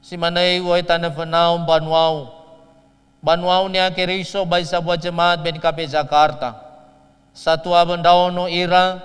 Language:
Nias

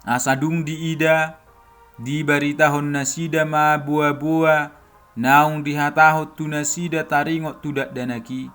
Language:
Batak Toba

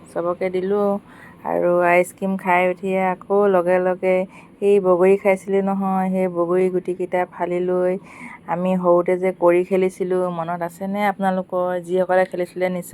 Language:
Assamese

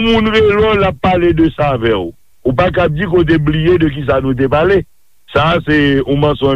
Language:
Haitian Creole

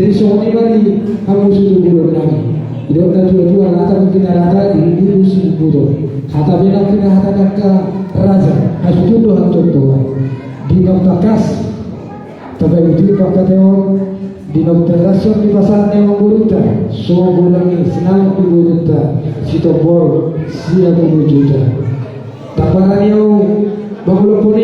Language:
Batak Toba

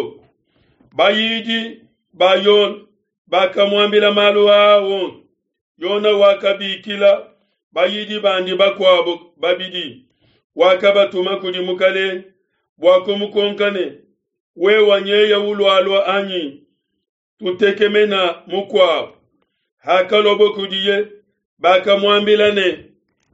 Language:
Luba-Lulua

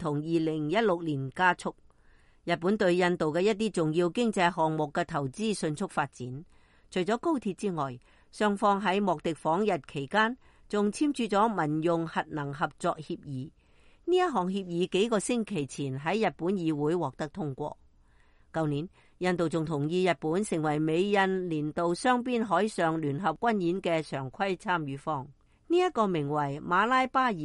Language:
Cantonese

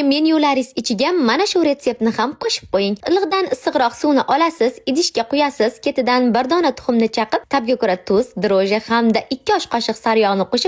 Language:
Uzbek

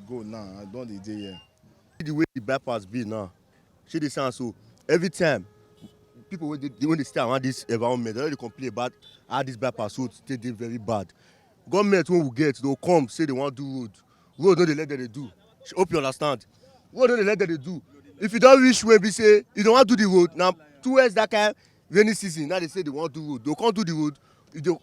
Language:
Nigerian Pidgin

